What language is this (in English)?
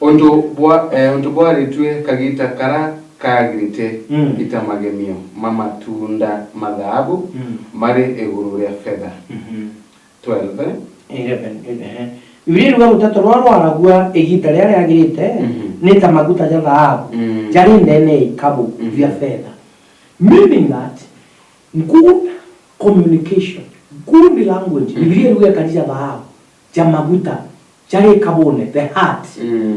Meru